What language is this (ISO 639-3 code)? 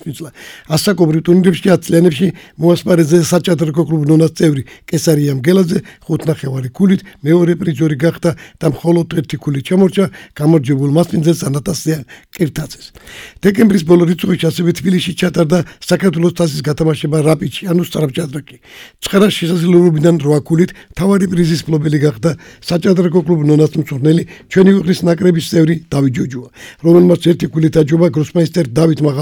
kat